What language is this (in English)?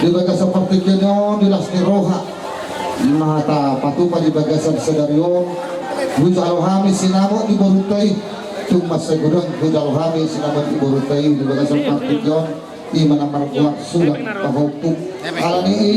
Batak Toba